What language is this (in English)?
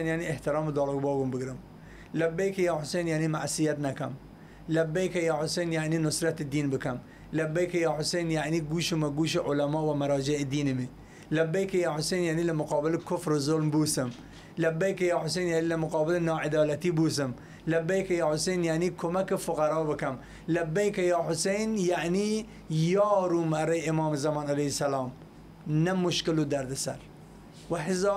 Southern Kurdish